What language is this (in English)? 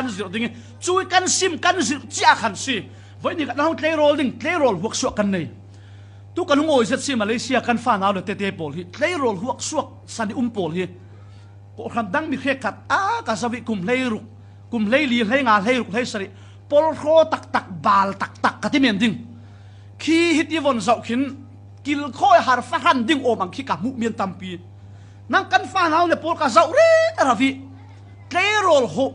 Falam Chin